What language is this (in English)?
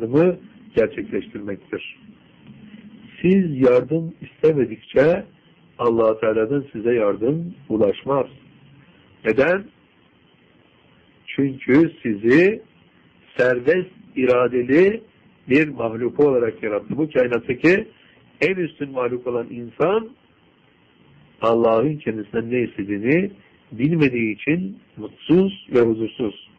Turkish